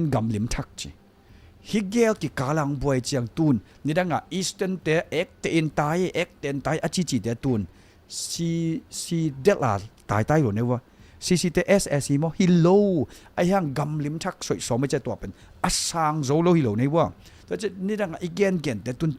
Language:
Tedim Chin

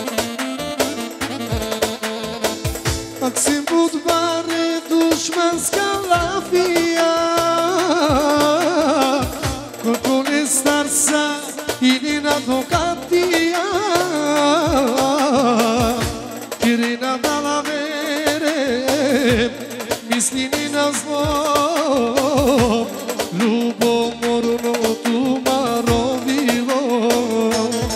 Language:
Bulgarian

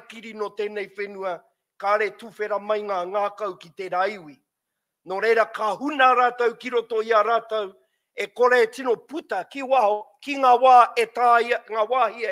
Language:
Māori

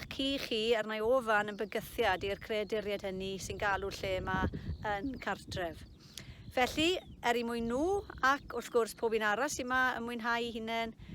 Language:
Welsh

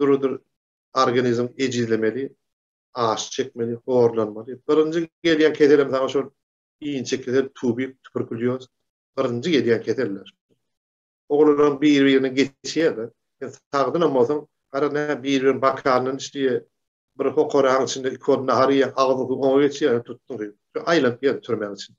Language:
Turkmen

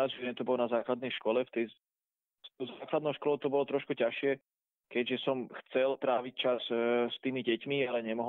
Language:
Slovak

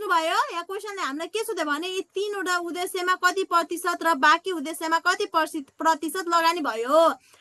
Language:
Nepali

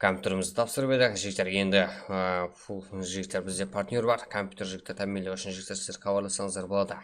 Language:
Kara-Kalpak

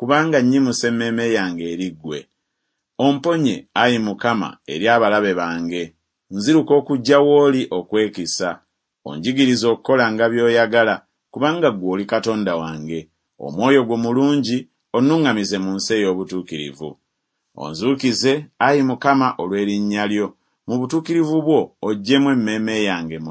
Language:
Ganda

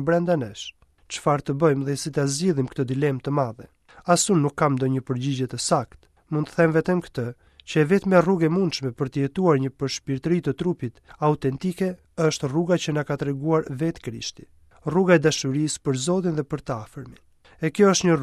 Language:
Albanian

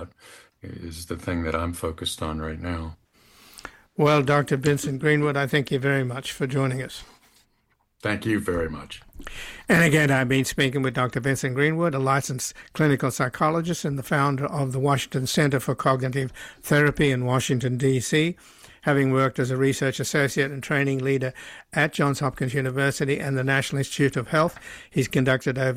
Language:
English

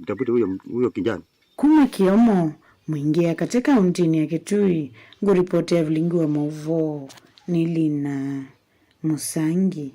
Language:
Kamba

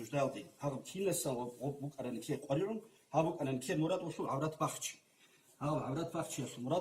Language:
Avaric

